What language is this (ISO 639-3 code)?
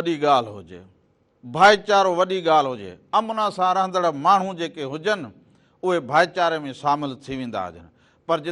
snd